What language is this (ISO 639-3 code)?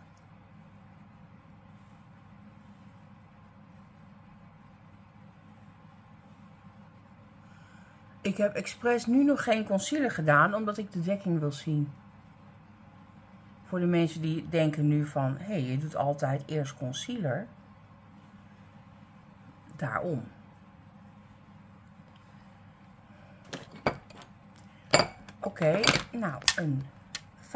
nld